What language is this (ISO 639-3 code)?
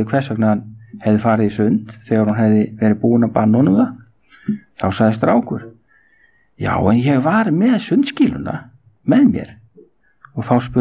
isl